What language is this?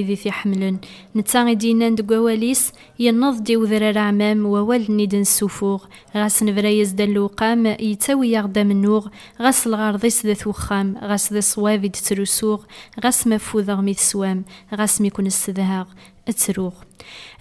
Kabyle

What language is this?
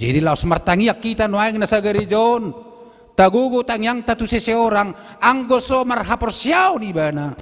Batak Toba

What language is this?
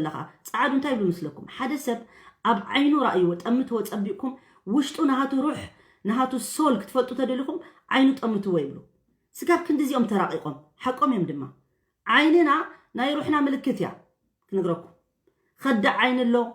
Tigrinya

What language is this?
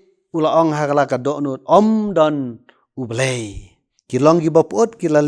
Khasi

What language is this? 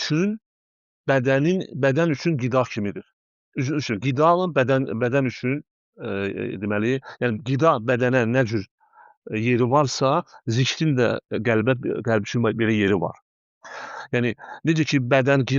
Azerbaijani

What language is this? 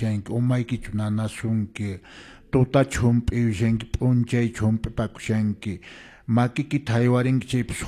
Quechua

